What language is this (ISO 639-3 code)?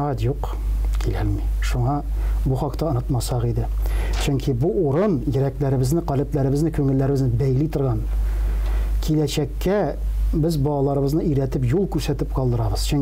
tat